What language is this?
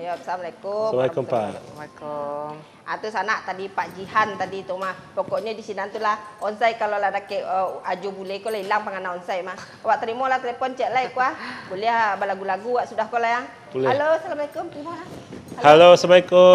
Minangkabau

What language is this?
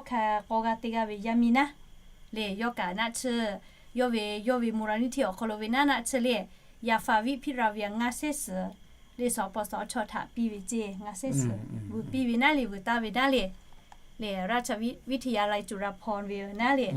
Lahu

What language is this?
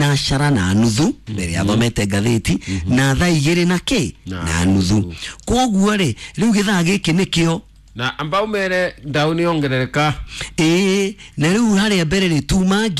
Kikuyu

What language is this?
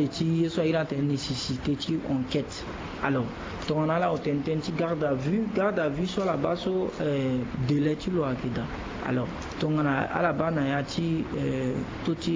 Sango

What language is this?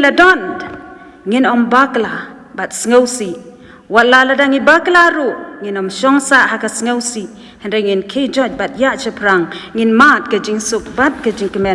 Khasi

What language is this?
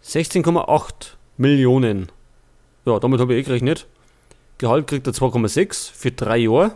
Bavarian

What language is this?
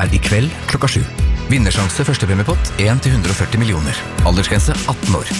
Norwegian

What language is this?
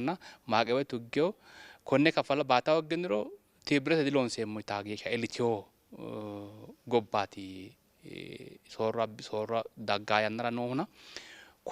Sidamo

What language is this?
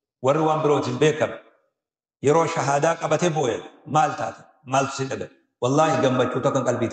Oromo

